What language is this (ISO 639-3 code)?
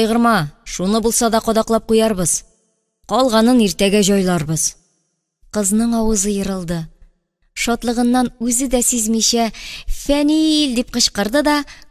tat